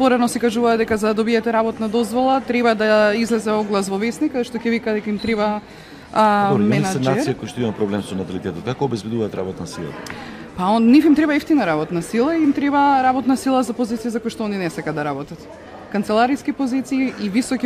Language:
Macedonian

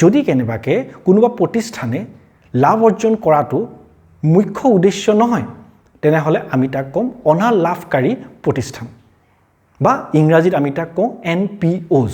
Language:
Assamese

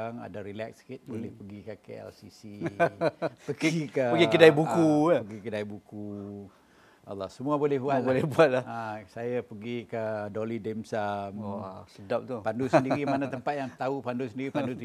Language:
Malay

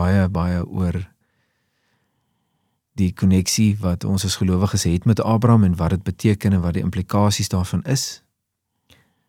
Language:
Afrikaans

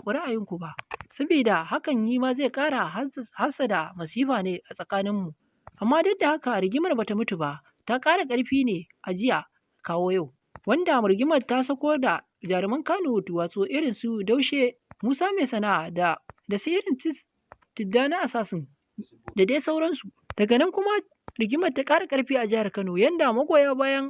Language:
Hausa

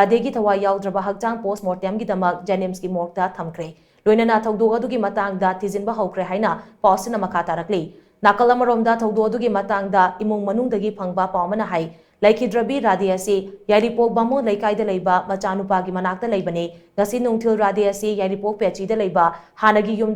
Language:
Manipuri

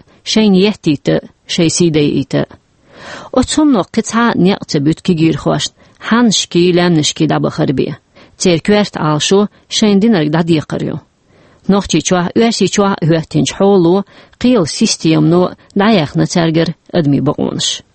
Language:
Chechen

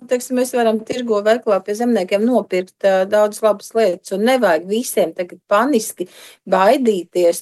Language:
Latvian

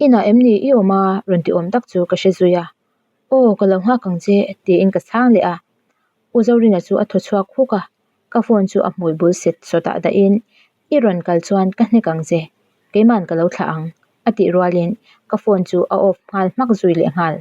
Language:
Mizo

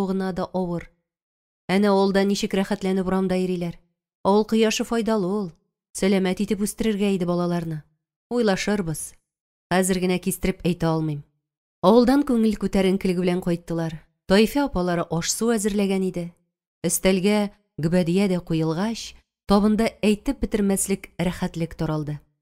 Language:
Tatar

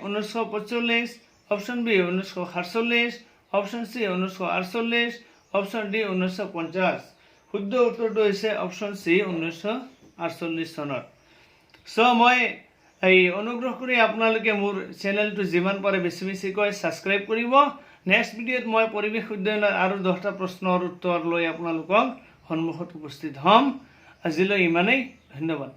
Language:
Assamese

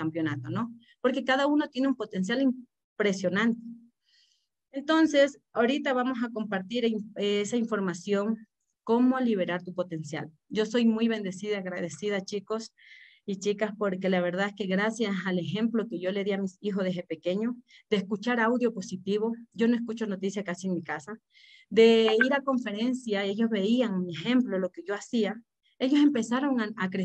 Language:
Spanish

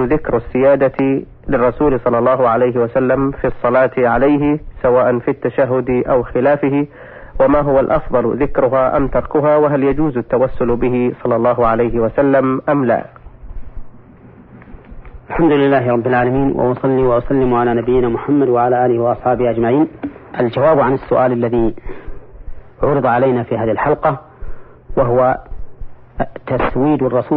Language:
Arabic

